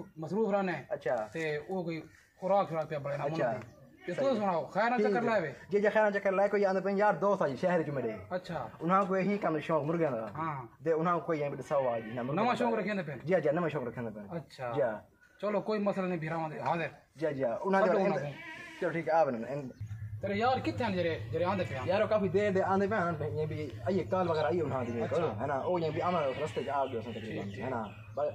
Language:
Saraiki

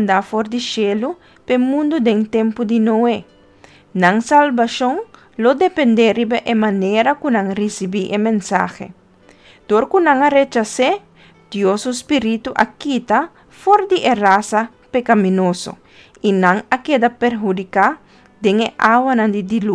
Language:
Papiamento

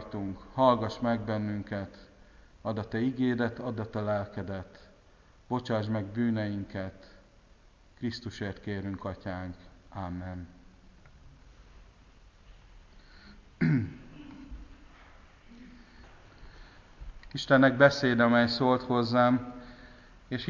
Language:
Hungarian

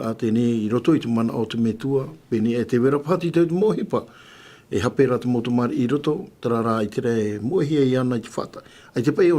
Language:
Tahitian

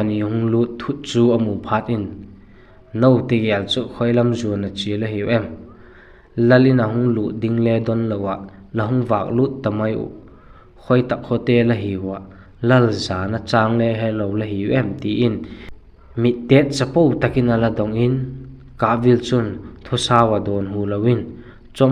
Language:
Vaiphei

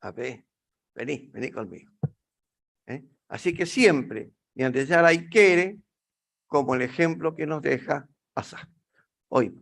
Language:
Guarani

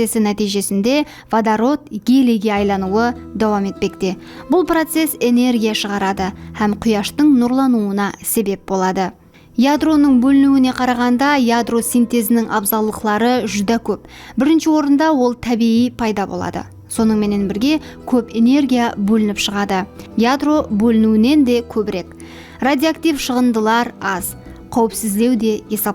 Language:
Kara-Kalpak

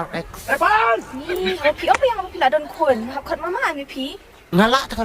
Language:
Khasi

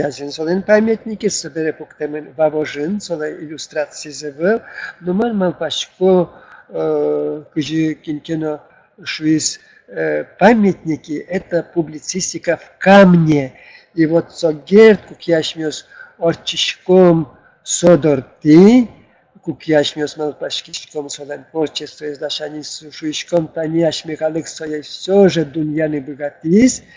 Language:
Udmurt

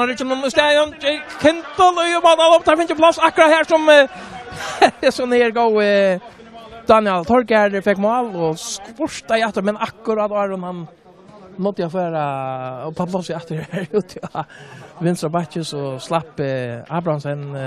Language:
Faroese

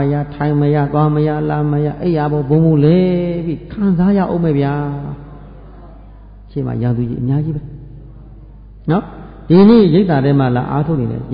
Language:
Burmese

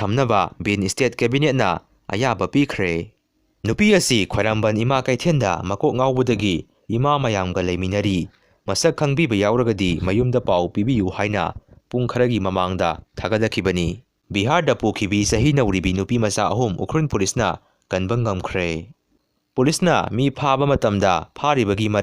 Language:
Manipuri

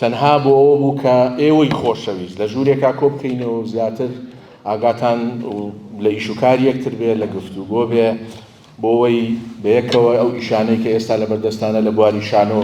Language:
Central Kurdish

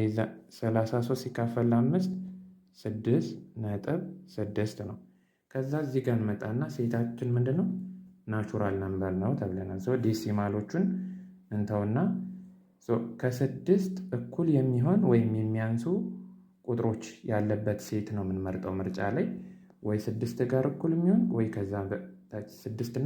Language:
Amharic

